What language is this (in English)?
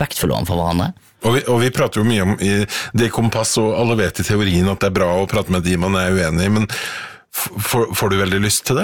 Norwegian